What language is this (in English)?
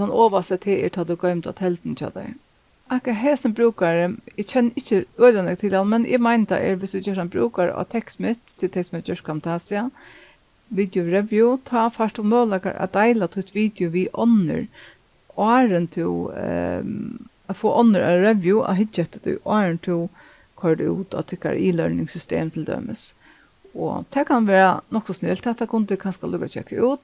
Faroese